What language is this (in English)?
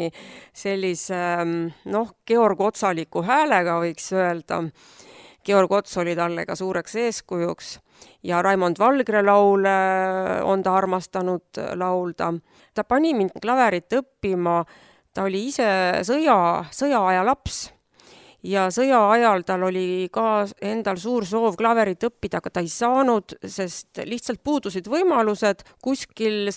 Estonian